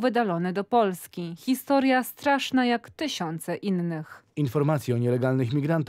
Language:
Polish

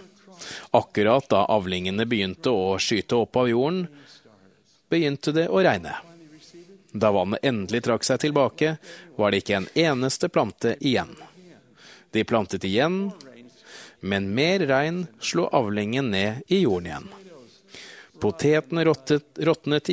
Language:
Norwegian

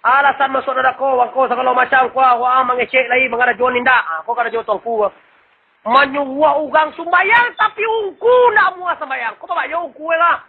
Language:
Minangkabau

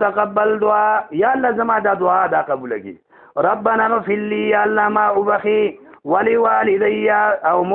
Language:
Pashto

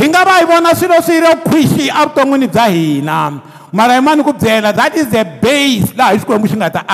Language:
Tsonga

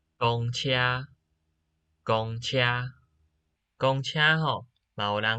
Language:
Min Nan Chinese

